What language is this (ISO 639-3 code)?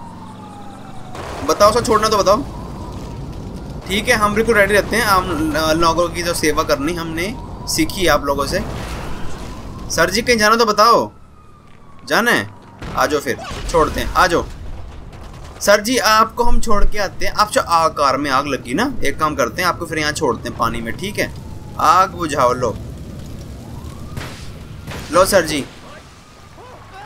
hin